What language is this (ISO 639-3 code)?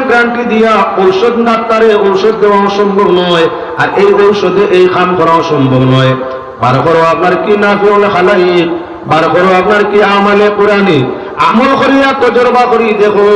syl